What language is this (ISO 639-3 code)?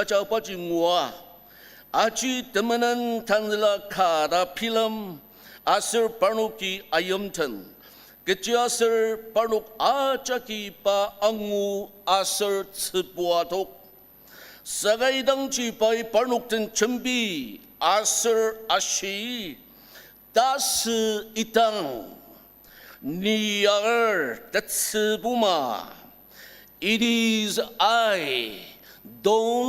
njo